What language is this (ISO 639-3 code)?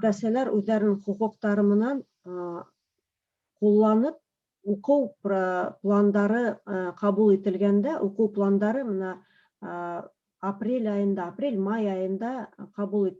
bak